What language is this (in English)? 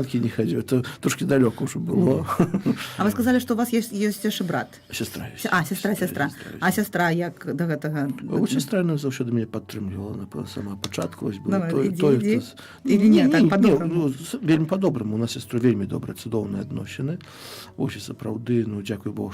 Belarusian